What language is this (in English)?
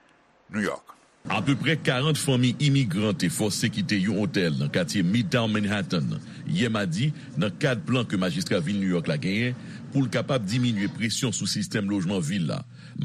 Haitian Creole